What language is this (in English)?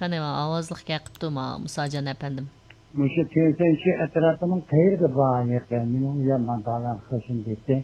Uyghur